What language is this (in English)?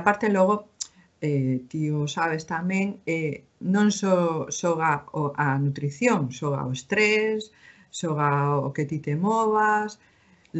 Galician